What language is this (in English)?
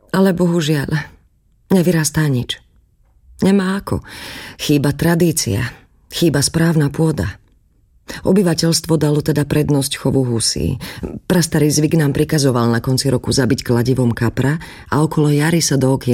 Slovak